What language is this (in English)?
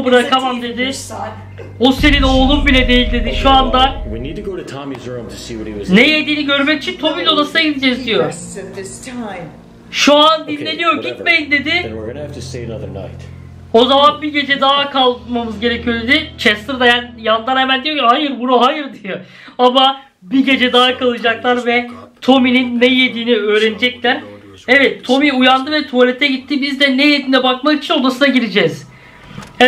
Turkish